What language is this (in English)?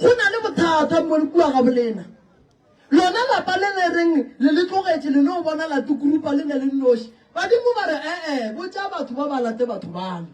Northern Sotho